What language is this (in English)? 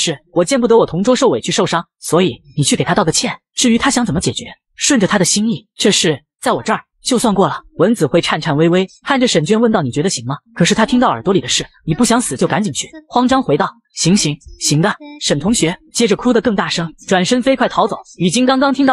Chinese